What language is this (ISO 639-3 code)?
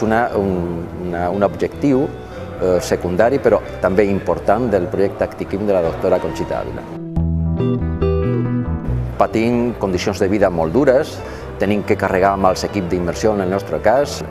cat